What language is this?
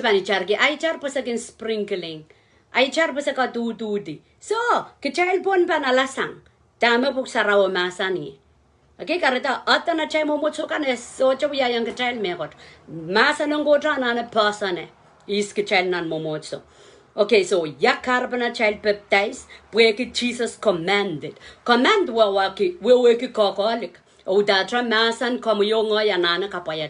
Pohnpeian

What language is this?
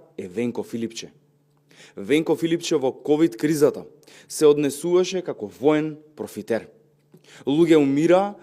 Macedonian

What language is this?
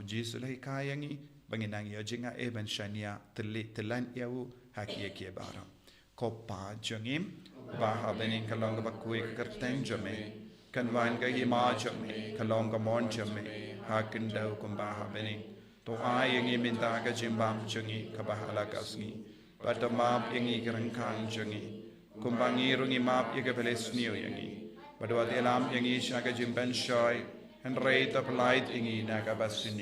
Khasi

